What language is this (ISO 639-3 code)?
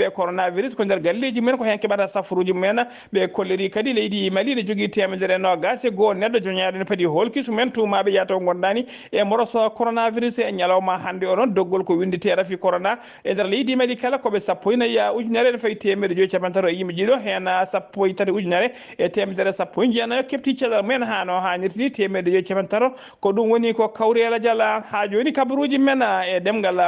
ful